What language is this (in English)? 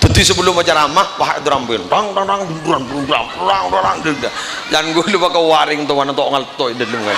Madurese